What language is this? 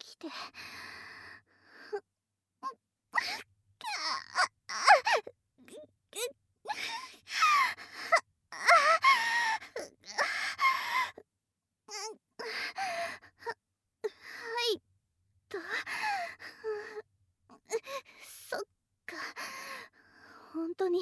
Japanese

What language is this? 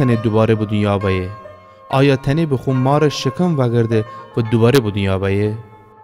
Gilaki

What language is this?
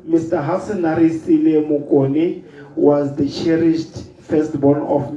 Tswana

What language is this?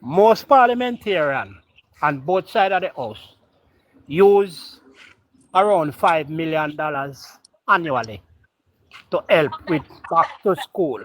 Jamaican Creole English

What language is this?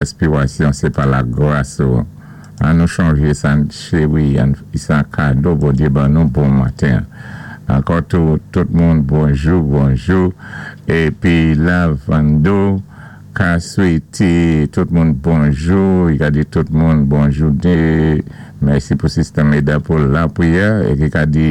Saint Lucian Creole French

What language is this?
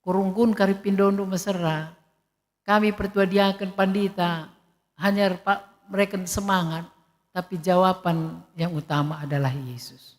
Batak Karo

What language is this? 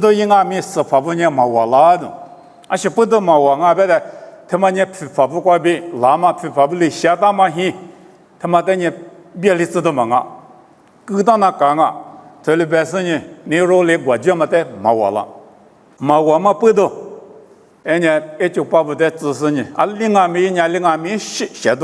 Lisu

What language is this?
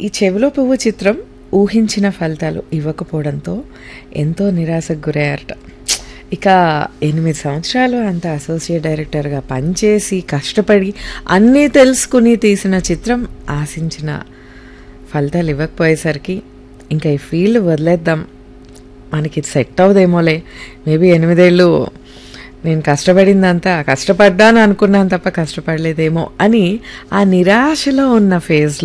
Telugu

